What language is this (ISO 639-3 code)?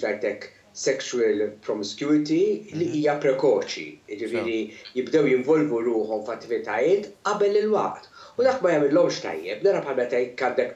mlt